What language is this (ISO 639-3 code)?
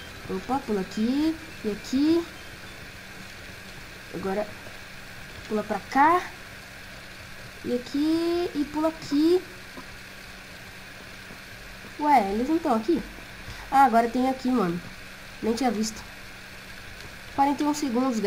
por